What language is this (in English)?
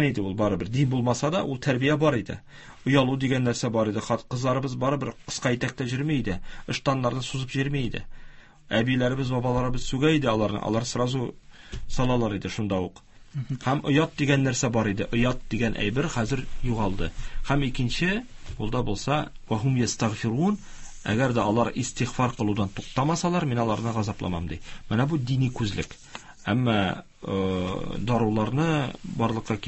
Tatar